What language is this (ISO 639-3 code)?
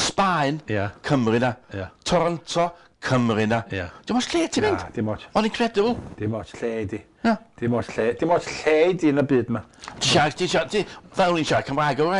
cym